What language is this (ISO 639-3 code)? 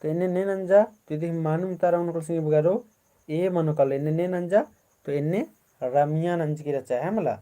kru